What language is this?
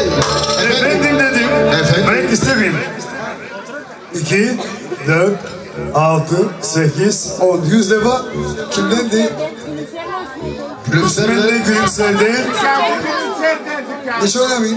Turkish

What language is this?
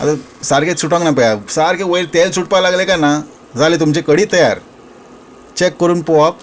Konkani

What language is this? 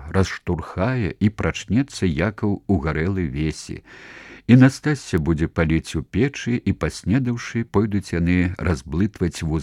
Belarusian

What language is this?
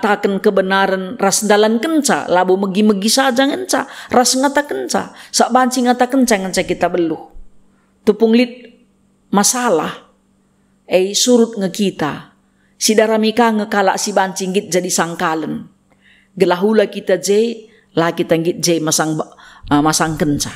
Batak Karo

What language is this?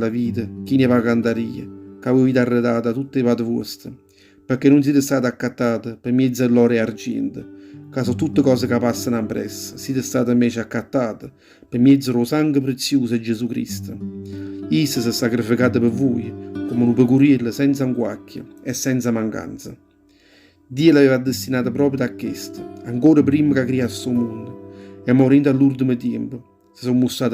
Neapolitan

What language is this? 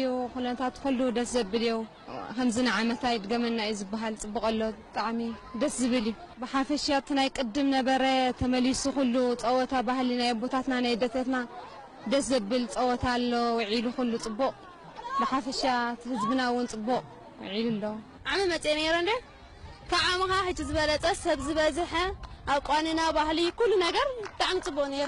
Tigrinya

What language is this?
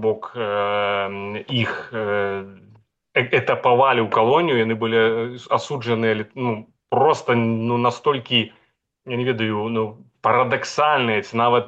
Belarusian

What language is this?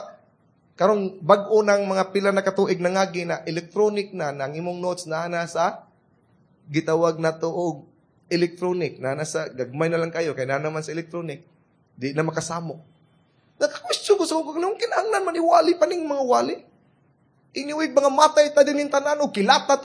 Cebuano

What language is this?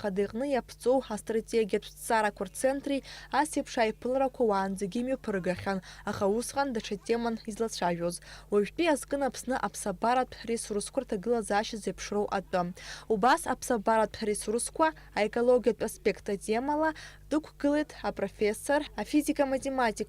Abkhazian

